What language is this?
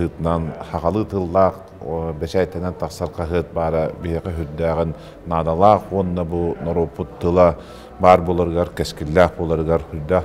Yakut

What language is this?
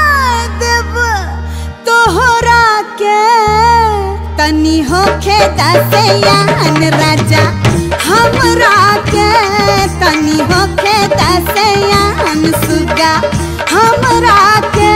Bhojpuri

